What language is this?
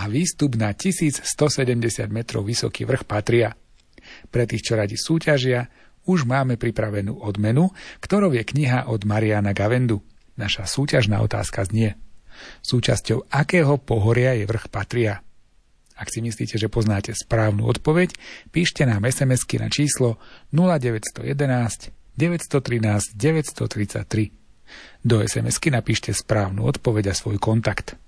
Slovak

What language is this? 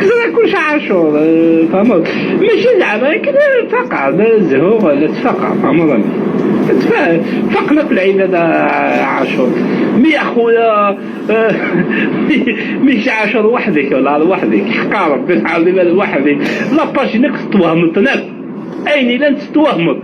Algerian Arabic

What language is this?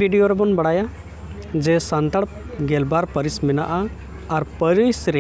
Santali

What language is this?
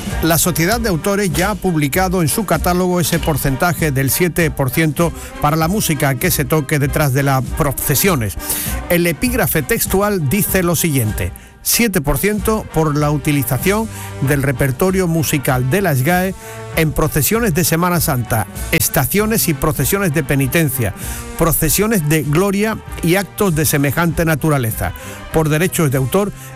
Spanish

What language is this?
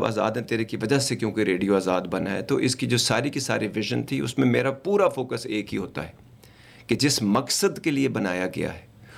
Urdu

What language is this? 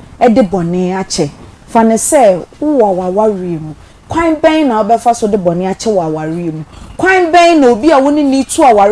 Akan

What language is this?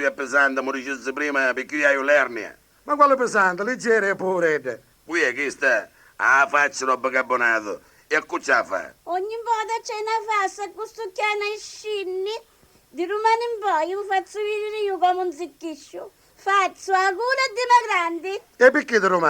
Neapolitan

